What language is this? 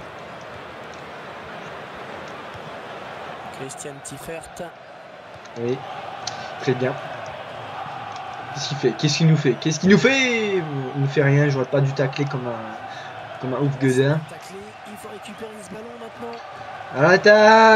French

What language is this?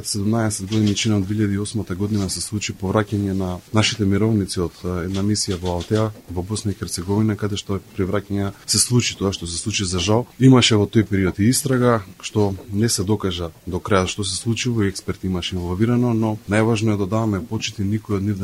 Macedonian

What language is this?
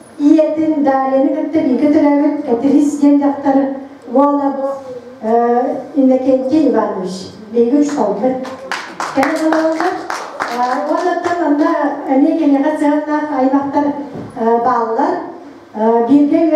Yakut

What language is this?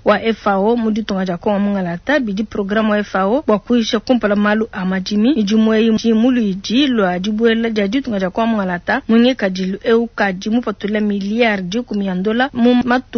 Luba-Lulua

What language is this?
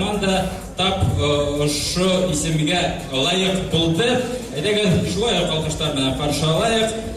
Bashkir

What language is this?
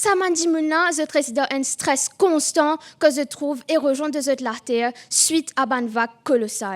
Morisyen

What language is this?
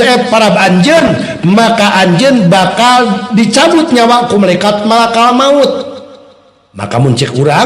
Sundanese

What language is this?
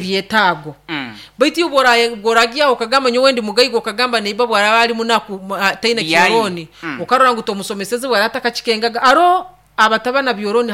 Nyoro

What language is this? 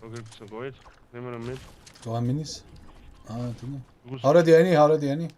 Bavarian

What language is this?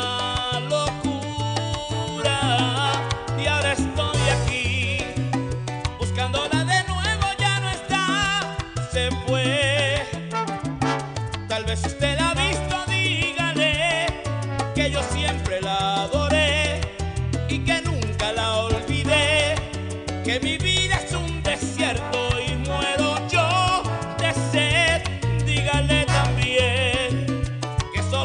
Spanish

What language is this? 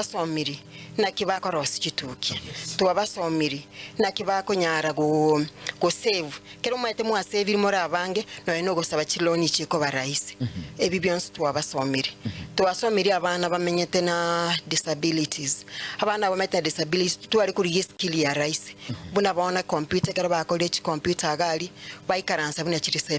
Gusii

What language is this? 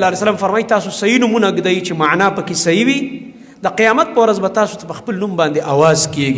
Pashto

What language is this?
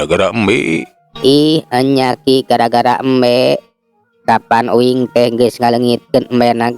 Sundanese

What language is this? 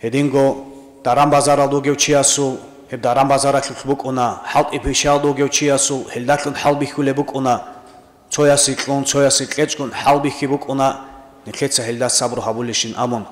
Avaric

